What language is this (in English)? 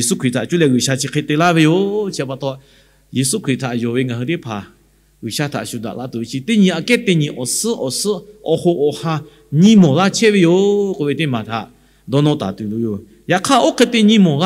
Lahu